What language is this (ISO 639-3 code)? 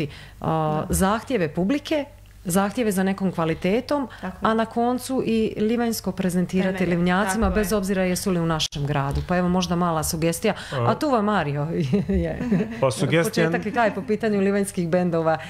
hrv